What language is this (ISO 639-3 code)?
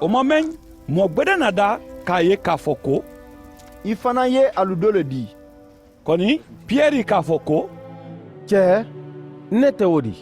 man